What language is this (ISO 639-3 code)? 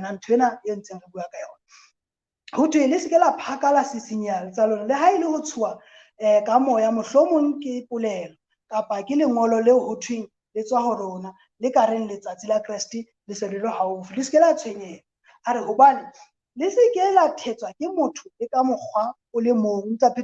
sot